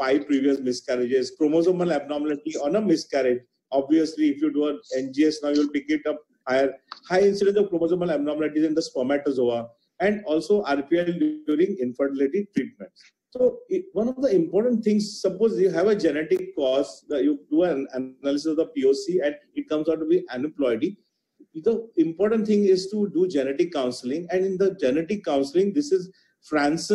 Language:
English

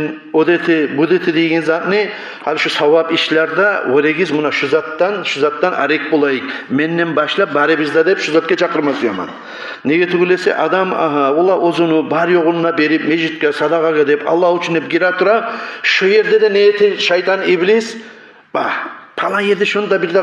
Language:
Kumyk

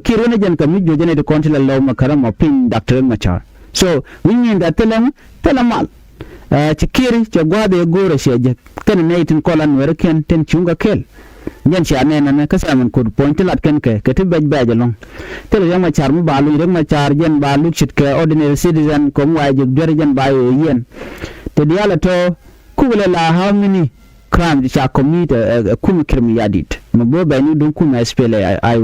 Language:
Nuer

